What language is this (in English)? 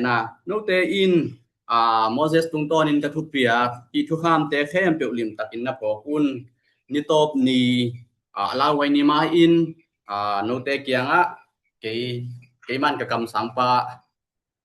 Tedim Chin